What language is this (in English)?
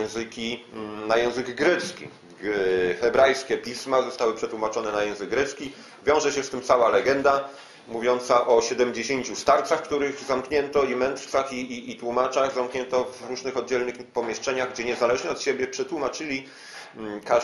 Polish